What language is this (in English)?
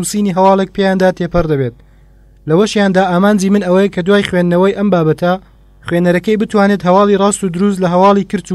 Central Kurdish